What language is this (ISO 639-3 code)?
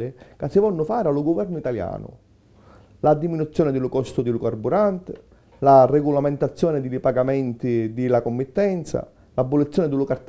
scn